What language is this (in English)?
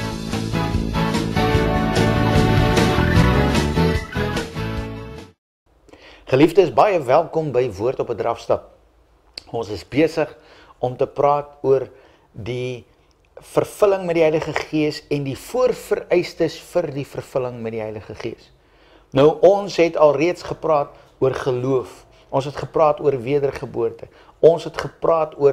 Afrikaans